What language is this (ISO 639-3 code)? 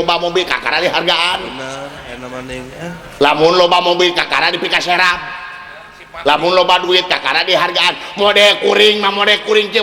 sun